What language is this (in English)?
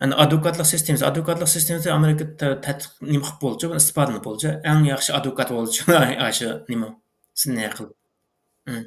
Uyghur